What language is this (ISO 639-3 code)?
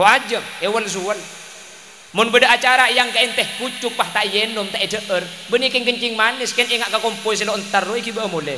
mad